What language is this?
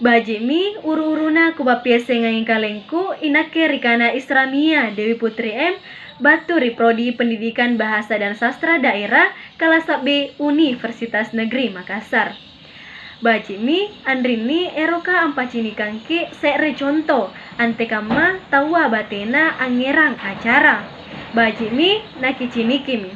Makasar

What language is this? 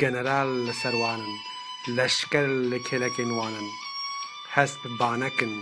Kurdish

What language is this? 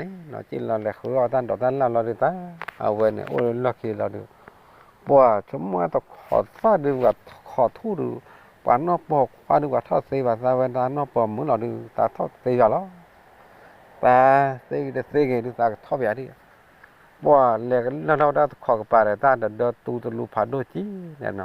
S'gaw Karen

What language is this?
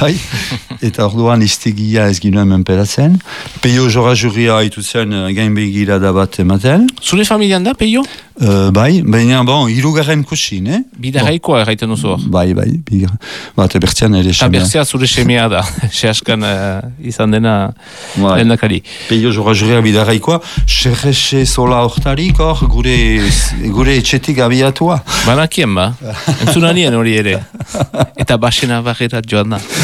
Basque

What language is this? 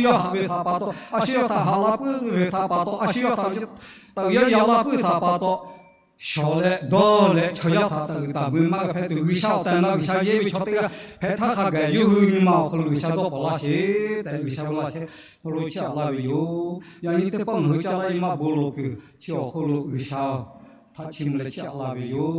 Lahu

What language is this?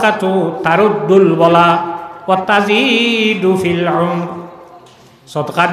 Sylheti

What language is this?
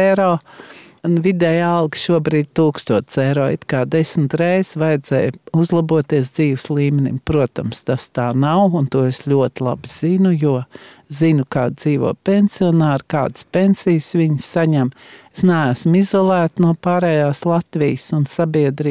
Latvian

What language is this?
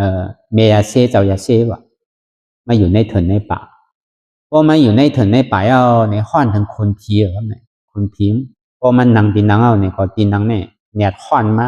Shan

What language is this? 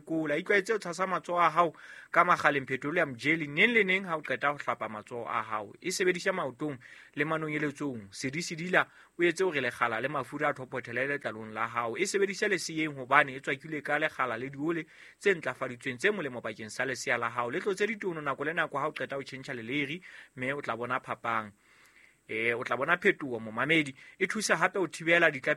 Southern Sotho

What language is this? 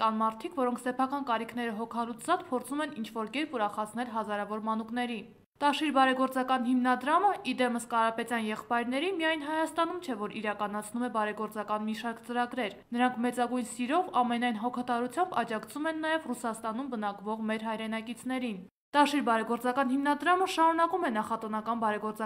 Armenian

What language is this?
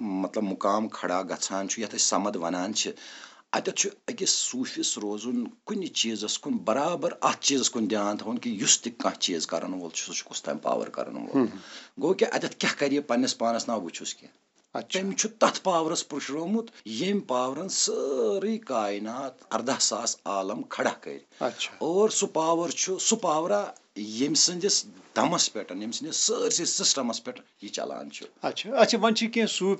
Kashmiri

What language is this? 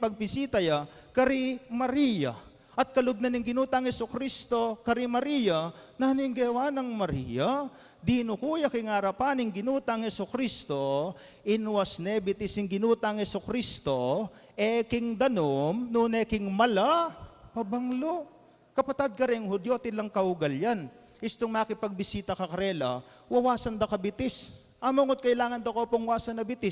Pampanga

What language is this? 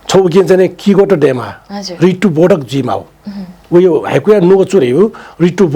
Newari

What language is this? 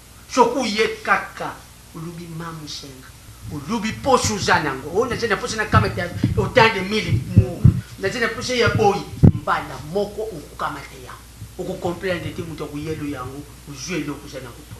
Lingala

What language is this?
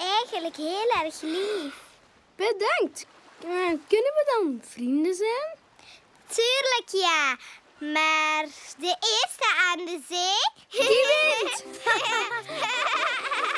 Dutch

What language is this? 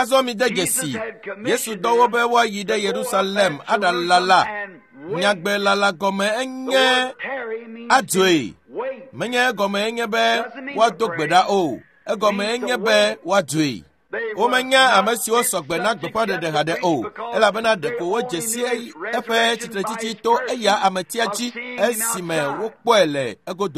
Ewe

